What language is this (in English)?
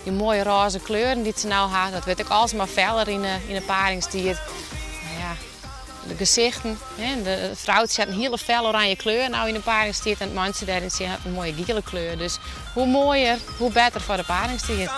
Western Frisian